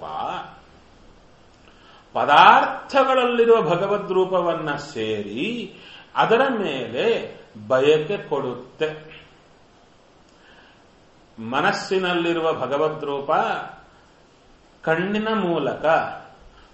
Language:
Kannada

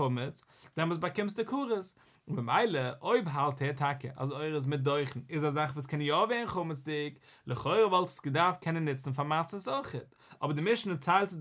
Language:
Yiddish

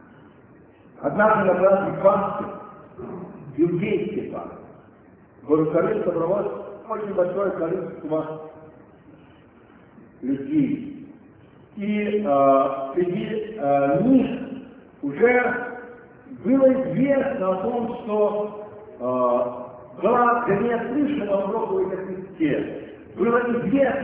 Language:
Russian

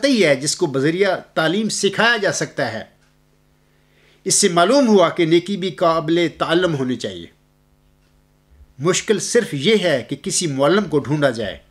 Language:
Urdu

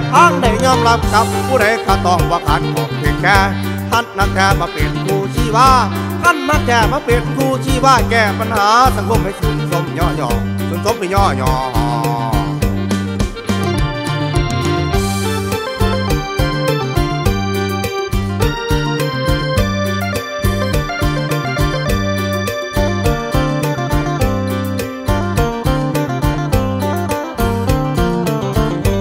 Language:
Thai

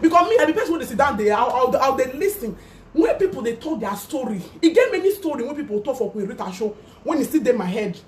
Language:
Nigerian Pidgin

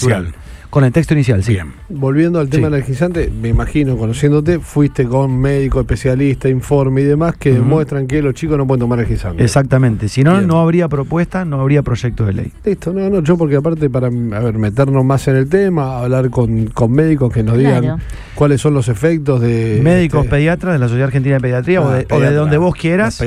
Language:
Spanish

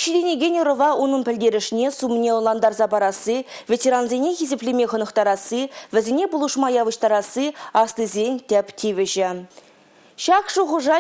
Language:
Chuvash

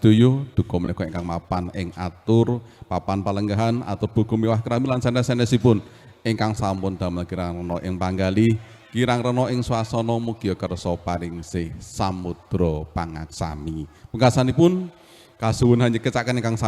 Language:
Javanese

